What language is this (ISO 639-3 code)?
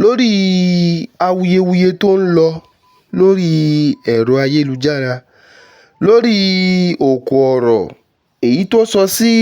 yor